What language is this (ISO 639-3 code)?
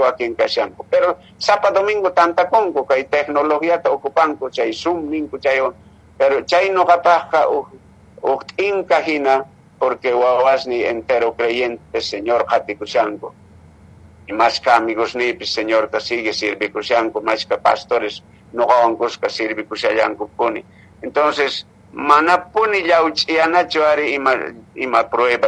que